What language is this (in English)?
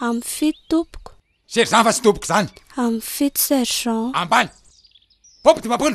Malagasy